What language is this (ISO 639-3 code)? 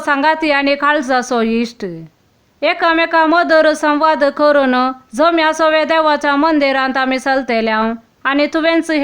kok